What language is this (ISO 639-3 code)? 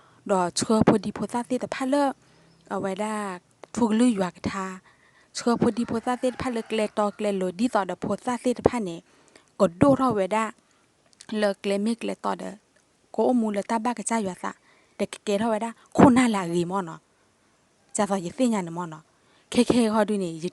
ksw